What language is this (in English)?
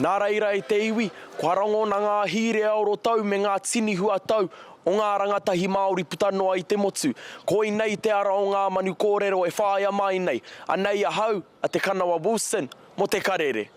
Māori